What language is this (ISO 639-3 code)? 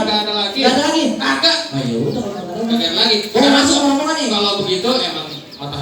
bew